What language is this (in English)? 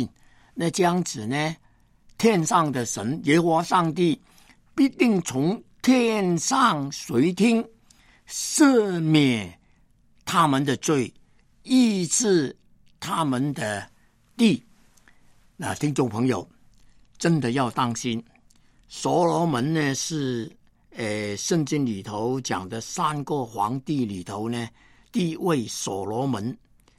Chinese